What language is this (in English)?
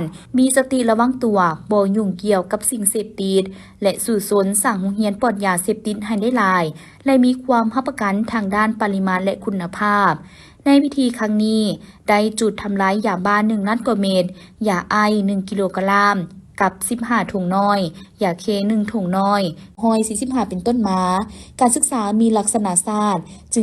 Lao